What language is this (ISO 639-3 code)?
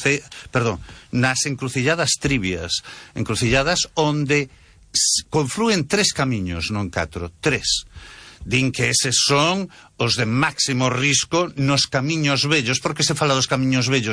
glg